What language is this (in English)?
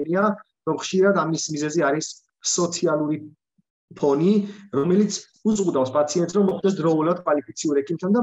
Georgian